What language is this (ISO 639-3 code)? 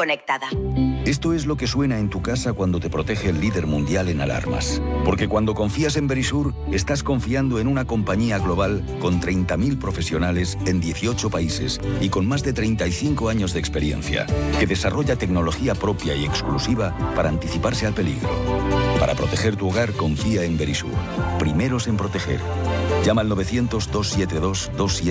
spa